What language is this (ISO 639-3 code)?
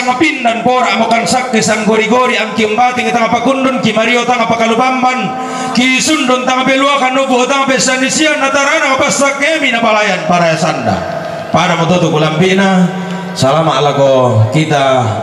sda